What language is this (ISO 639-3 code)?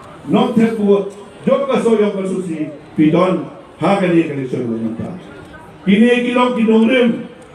kha